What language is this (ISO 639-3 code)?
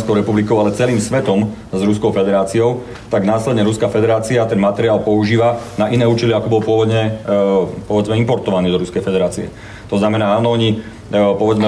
slk